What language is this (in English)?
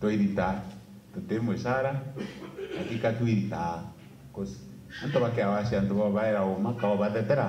Meru